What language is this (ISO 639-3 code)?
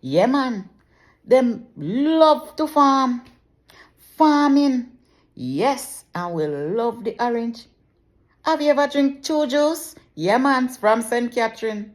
jam